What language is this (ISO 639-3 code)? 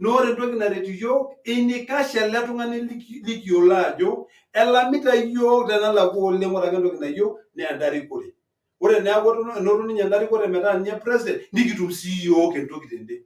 mas